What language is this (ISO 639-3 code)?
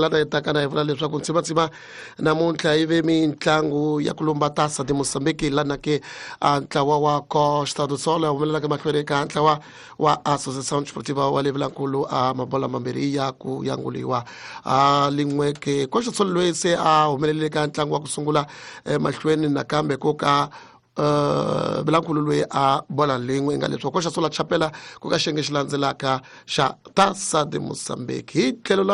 tso